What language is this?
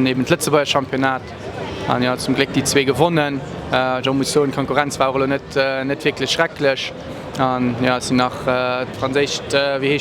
Luxembourgish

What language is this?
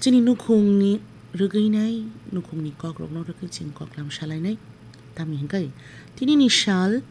Kok Borok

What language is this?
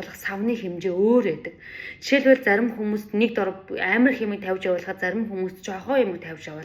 Mongolian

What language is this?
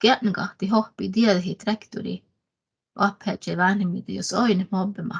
Northern Sami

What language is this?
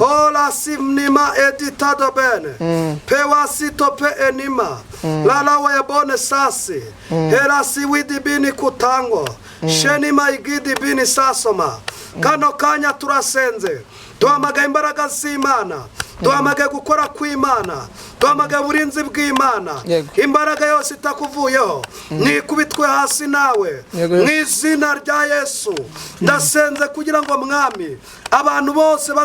Kinyarwanda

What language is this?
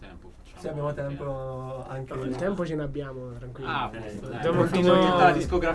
Italian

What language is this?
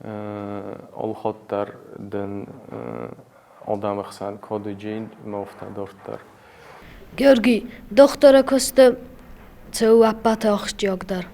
Ossetic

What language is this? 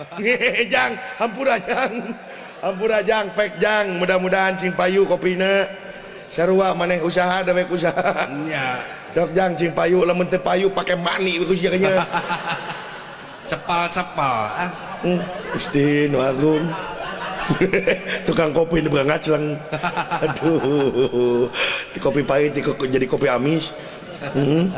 Sundanese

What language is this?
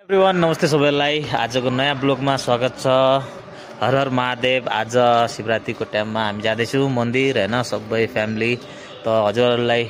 Nepali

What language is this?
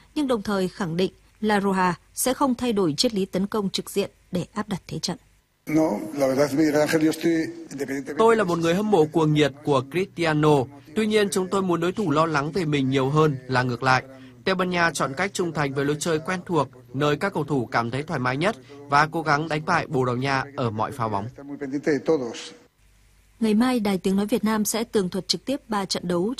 Vietnamese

